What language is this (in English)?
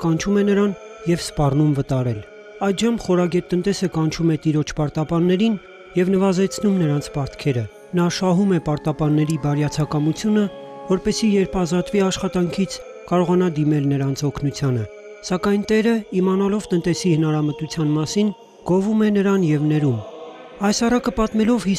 Armenian